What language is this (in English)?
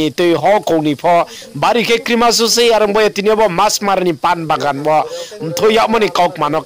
Riang (India)